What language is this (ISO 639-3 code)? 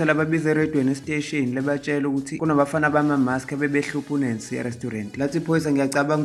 zul